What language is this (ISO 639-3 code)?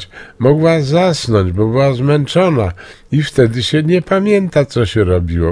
pol